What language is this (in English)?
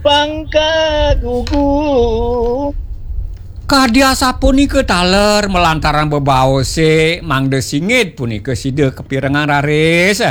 Balinese